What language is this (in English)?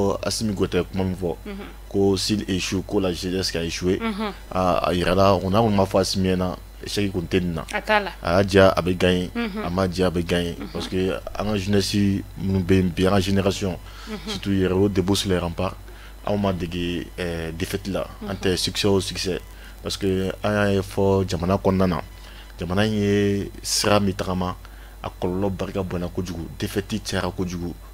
Bambara